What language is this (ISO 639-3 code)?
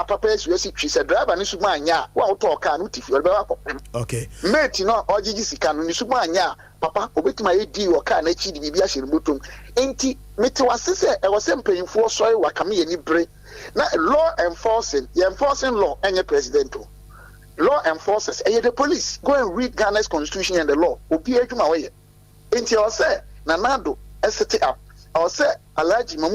aka